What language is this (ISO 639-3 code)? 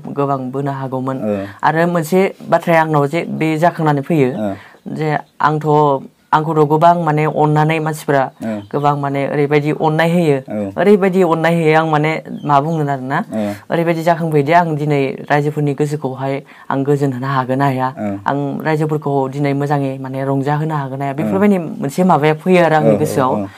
brx